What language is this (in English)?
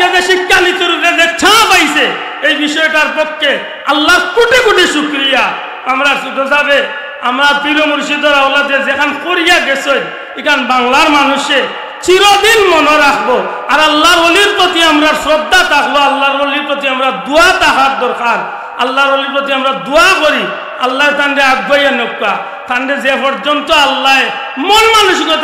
Sylheti